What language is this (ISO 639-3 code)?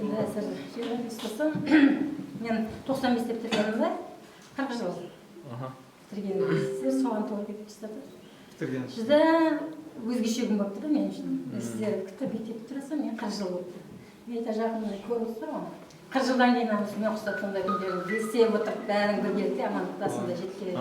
kaa